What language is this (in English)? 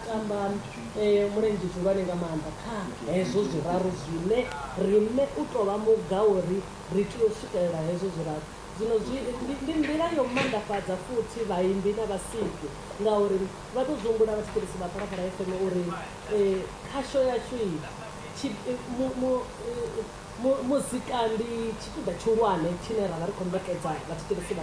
Venda